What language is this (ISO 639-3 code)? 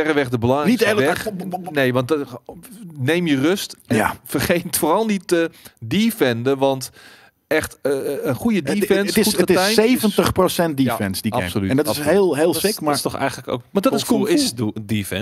nld